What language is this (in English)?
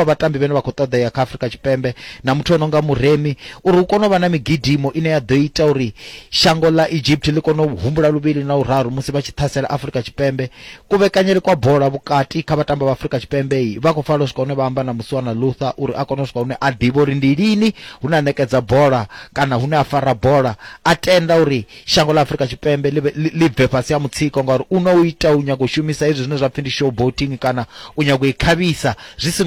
Venda